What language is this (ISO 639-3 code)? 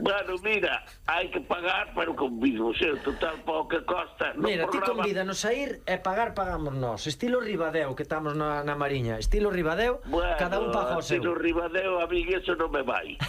glg